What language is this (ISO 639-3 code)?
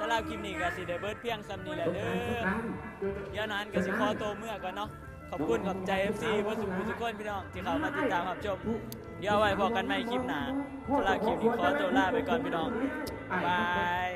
tts